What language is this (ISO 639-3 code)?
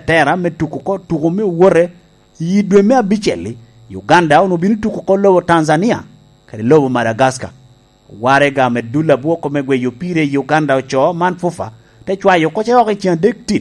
laj